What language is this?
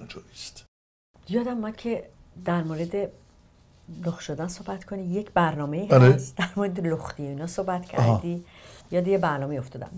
Persian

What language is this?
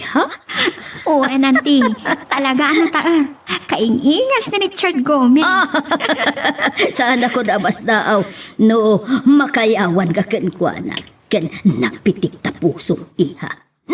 Iloko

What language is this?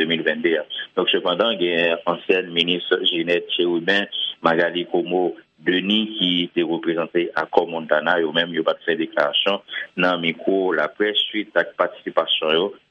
Haitian Creole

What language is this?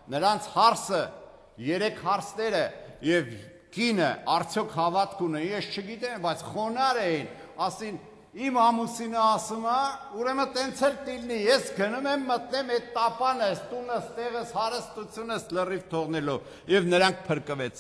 Armenian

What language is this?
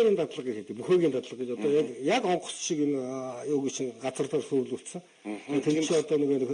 Mongolian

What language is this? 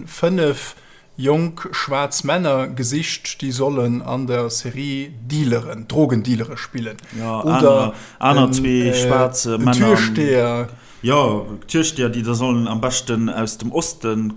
Luxembourgish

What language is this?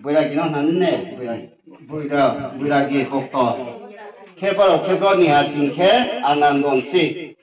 Riang (India)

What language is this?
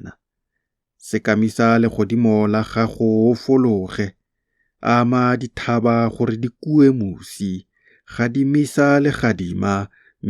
Tswana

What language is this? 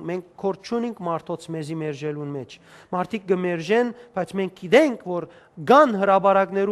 Western Armenian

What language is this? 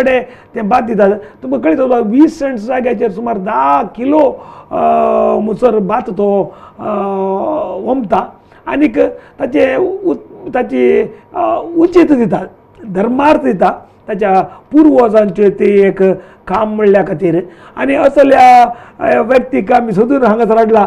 Konkani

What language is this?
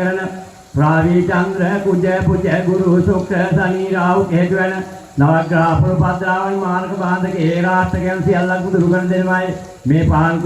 Sinhala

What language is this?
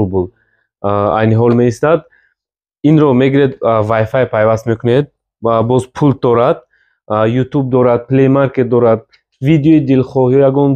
Tajik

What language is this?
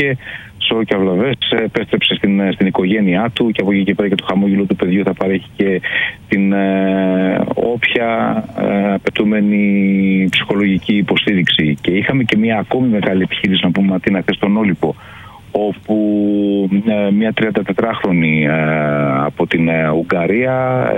Greek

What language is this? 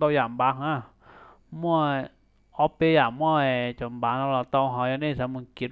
Hmong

